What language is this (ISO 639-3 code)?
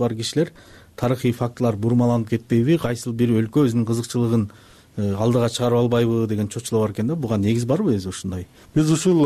kir